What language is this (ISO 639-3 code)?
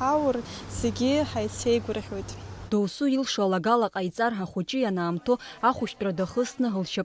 abk